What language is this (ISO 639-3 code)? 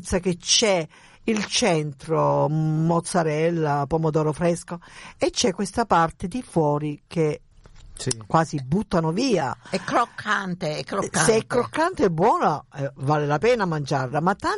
ita